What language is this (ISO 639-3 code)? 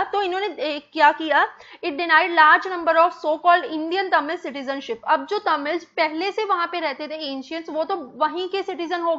hin